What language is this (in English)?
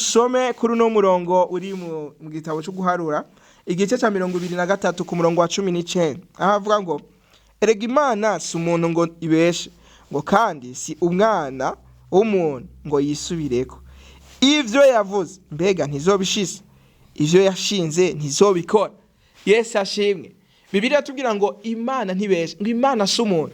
Rundi